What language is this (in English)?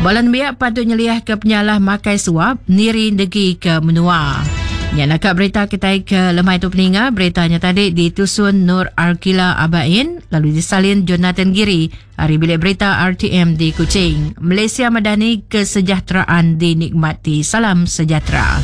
Iban